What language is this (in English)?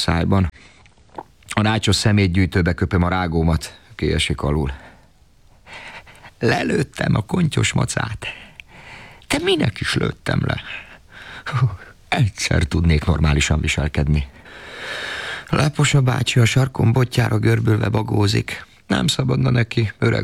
Hungarian